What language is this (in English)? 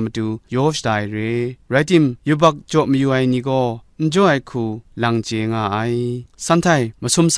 Kachin